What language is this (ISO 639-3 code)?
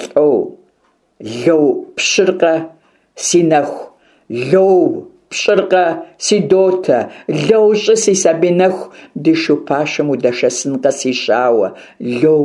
kbd